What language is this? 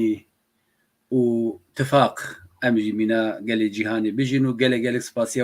Kurdish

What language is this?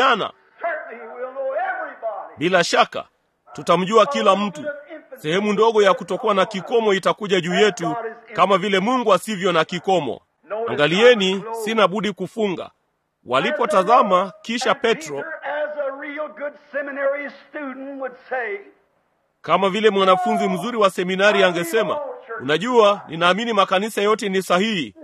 Swahili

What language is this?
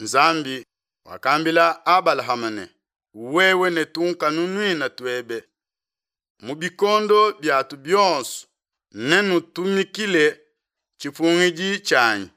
Luba-Lulua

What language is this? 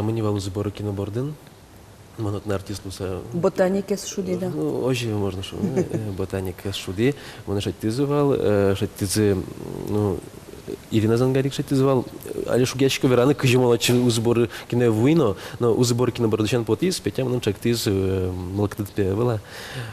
Udmurt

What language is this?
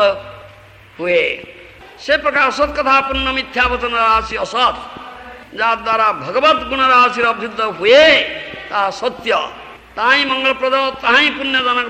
Odia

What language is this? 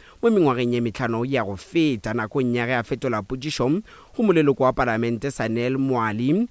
Northern Sotho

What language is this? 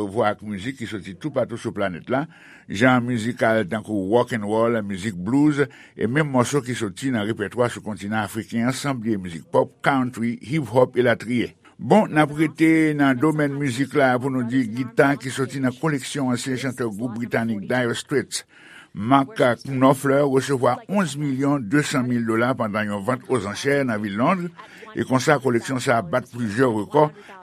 Haitian Creole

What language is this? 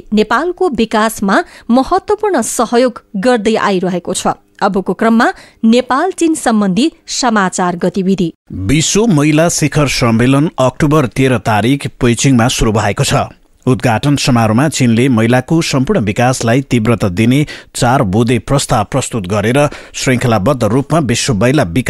Nepali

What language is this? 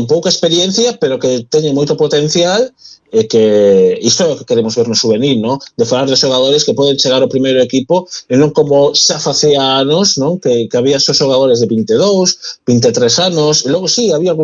Galician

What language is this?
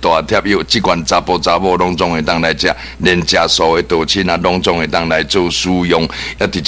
Min Nan Chinese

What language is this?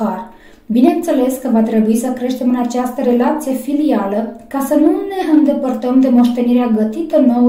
Romanian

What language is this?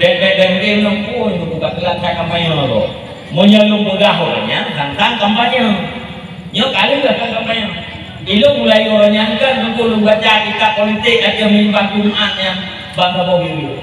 Achinese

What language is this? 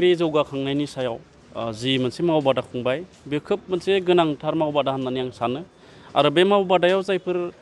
Bodo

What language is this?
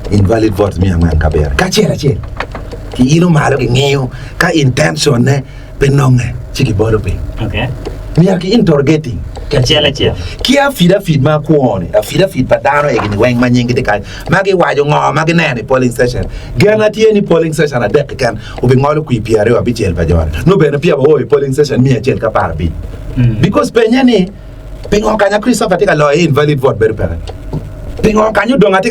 Acoli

